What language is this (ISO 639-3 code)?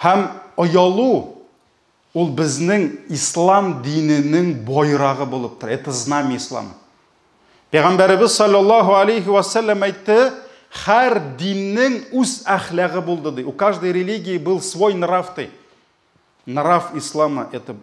tat